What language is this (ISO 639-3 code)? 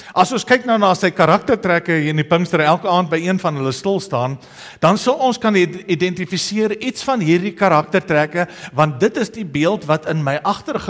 afr